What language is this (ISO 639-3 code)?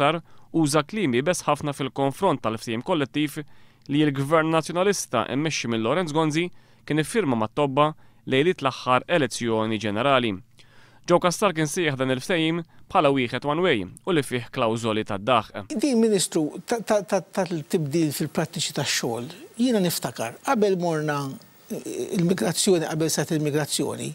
mlt